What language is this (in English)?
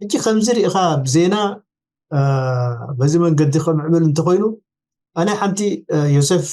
Tigrinya